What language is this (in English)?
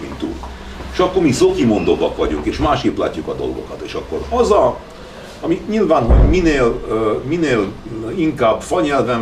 Hungarian